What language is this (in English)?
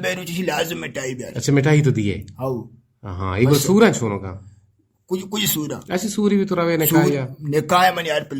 Eastern Balochi